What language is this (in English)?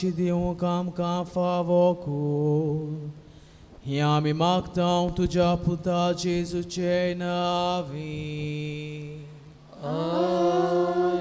Konkani